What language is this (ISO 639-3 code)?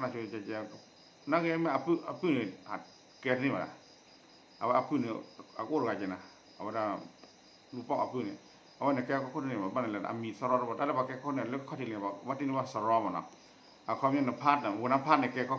ksw